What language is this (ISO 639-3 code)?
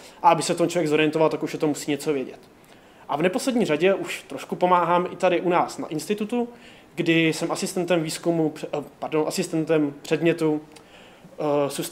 ces